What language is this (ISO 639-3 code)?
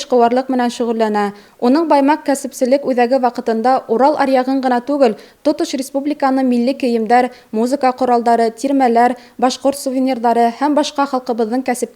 bak